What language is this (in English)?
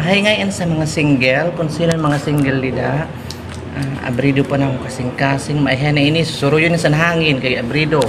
Waray